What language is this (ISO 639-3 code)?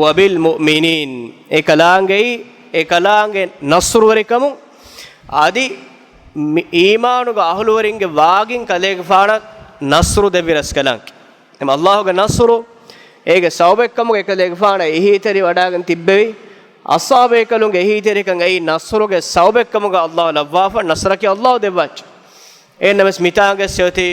div